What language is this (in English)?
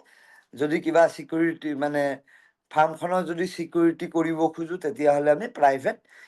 Assamese